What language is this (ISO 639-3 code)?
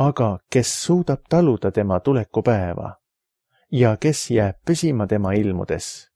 est